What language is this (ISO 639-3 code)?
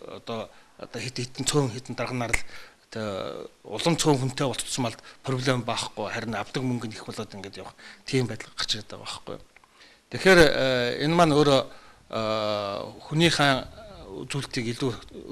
mon